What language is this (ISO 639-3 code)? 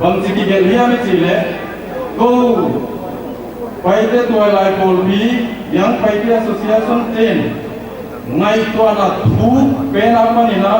pck